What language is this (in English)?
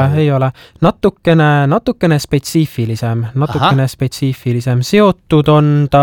Estonian